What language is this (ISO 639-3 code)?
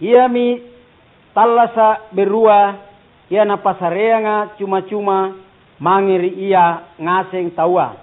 mak